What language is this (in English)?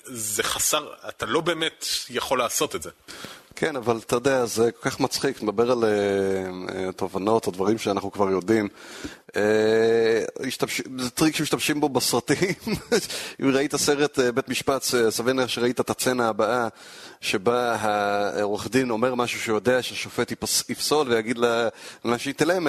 Hebrew